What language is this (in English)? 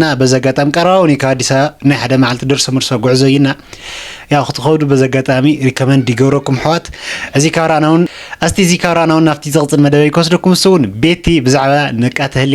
Tigrinya